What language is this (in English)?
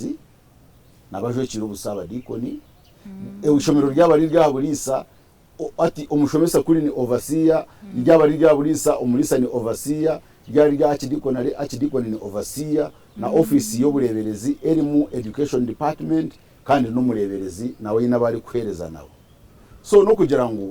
Nyankole